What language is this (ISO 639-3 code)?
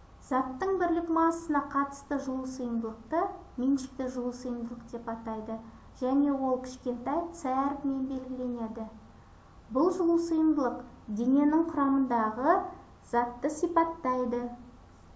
kaz